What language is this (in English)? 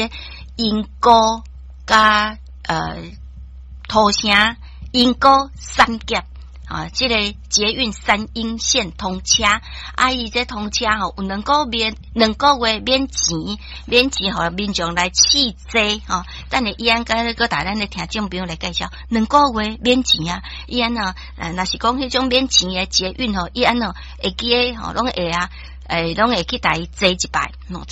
Min Nan Chinese